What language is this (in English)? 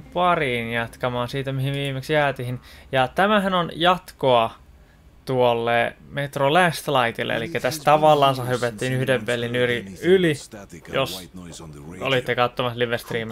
Finnish